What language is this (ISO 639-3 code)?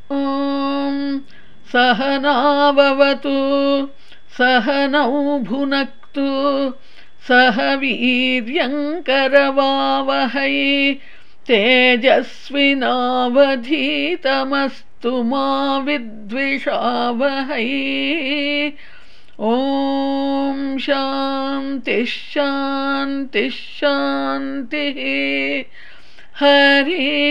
san